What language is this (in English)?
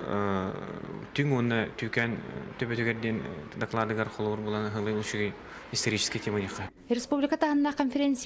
Yakut